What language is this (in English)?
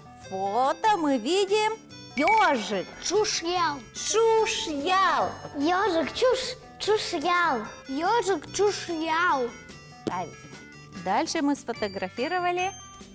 Udmurt